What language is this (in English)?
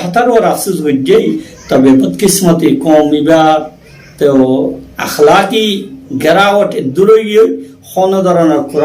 Rohingya